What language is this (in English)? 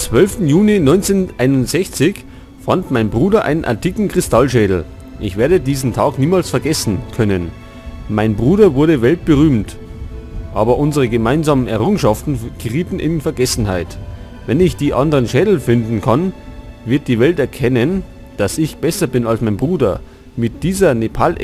Bavarian